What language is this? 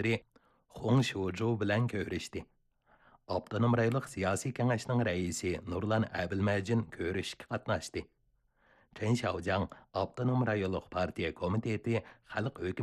Uyghur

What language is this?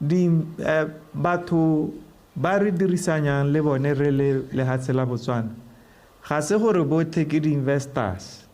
Tswana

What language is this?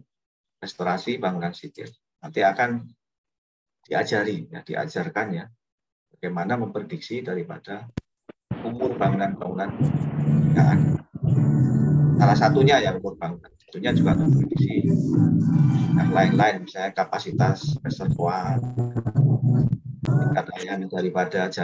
Indonesian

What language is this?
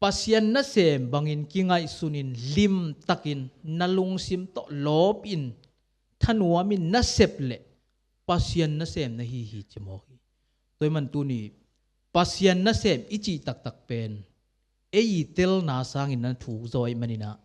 Tedim Chin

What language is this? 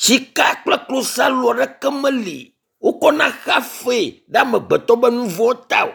Ewe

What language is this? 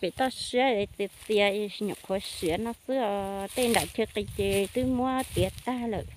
Hmong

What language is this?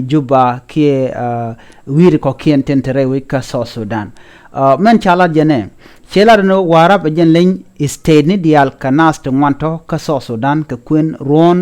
Nuer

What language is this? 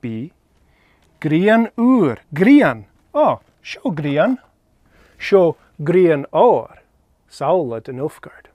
Scottish Gaelic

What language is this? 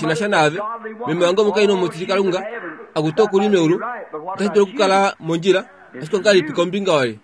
Kuanyama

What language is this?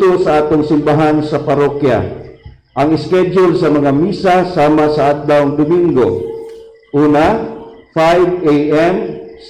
Cebuano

